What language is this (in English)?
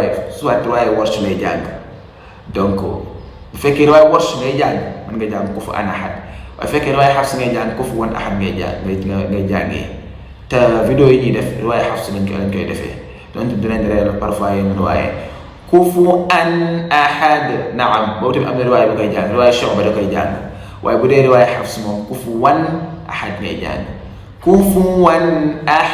Wolof